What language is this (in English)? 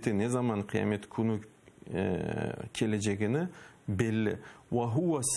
Crimean Tatar